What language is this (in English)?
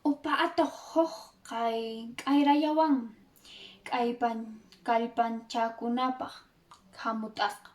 Quechua